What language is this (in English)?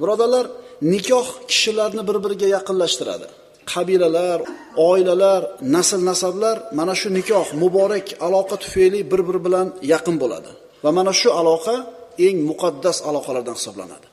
Uzbek